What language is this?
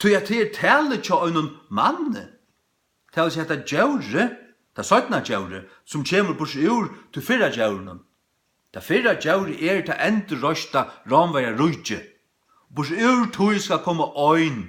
Faroese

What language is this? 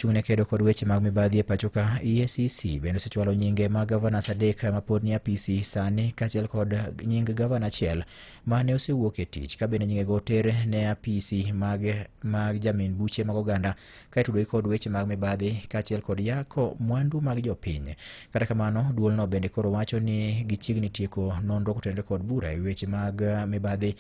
Luo (Kenya and Tanzania)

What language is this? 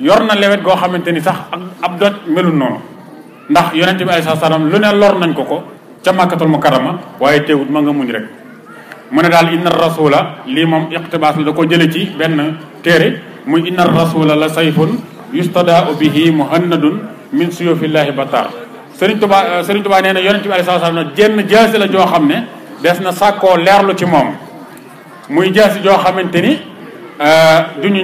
Wolof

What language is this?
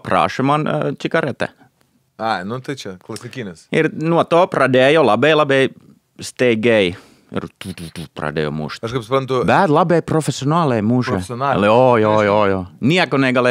Lithuanian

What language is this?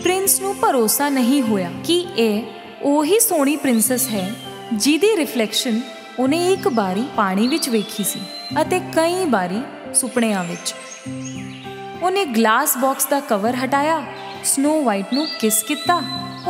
Punjabi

